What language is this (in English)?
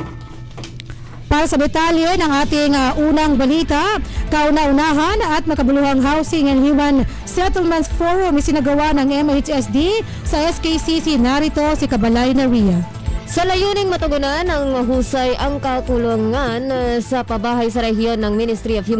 Filipino